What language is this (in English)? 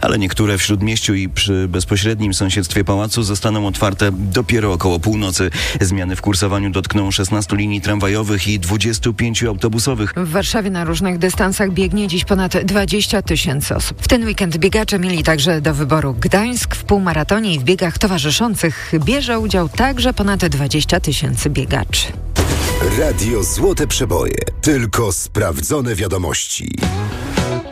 Polish